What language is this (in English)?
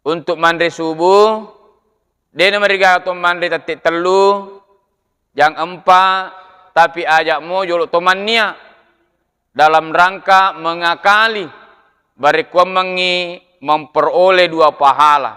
Buginese